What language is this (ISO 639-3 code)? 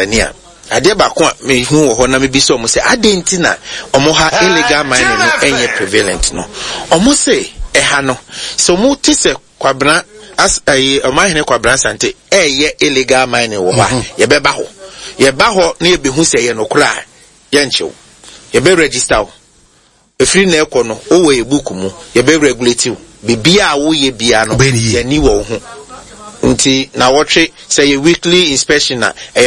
aka